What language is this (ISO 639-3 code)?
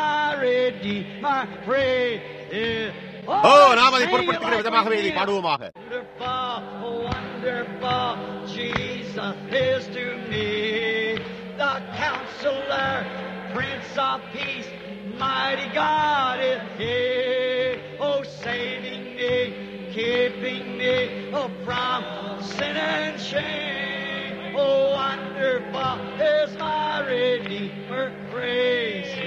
tam